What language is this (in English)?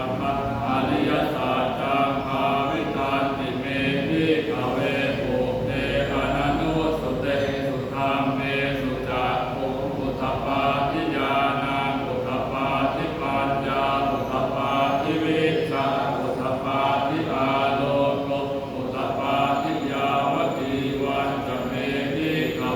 Pali